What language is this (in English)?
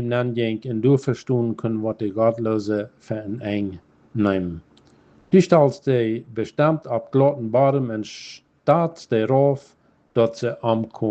Plautdietsch